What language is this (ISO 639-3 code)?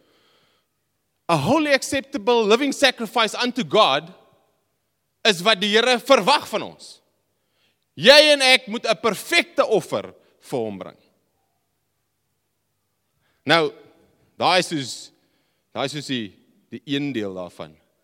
afr